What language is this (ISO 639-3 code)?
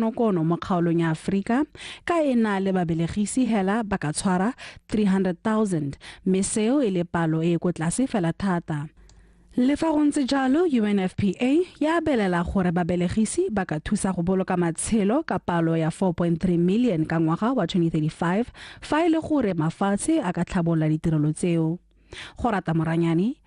tsn